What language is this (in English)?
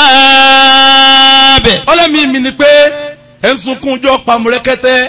Yoruba